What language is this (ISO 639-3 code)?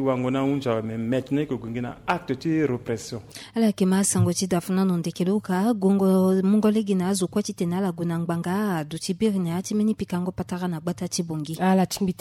sag